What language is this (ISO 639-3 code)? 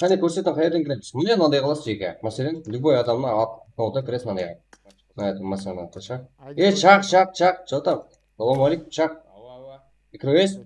kaa